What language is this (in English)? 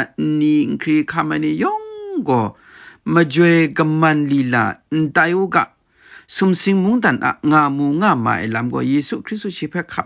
Kachin